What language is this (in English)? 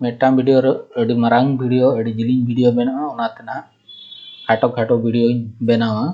Santali